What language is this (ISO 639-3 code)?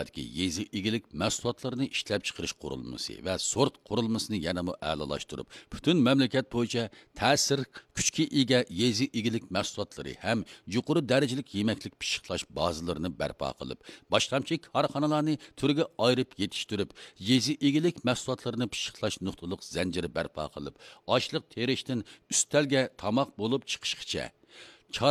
uig